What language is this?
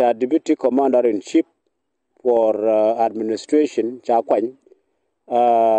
Nuer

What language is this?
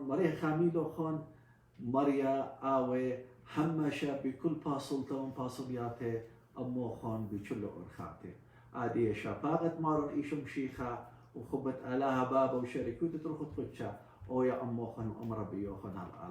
Assyrian Neo-Aramaic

